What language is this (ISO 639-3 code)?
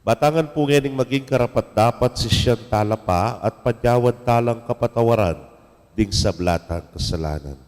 pam